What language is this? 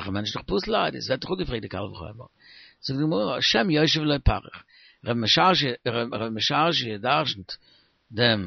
Yiddish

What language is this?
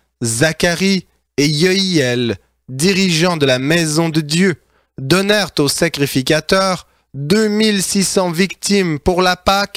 French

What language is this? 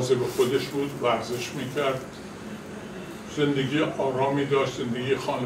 Persian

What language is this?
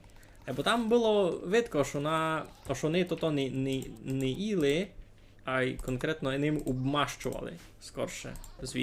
Rusyn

